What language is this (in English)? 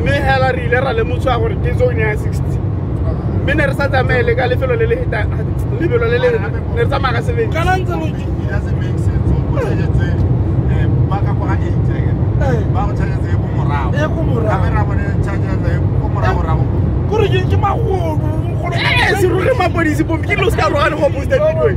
Tswana